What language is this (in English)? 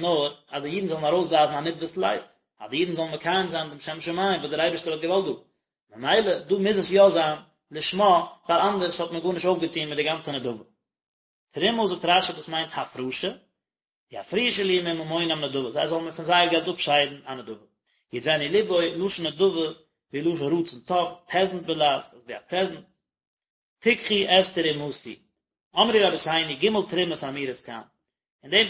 Yiddish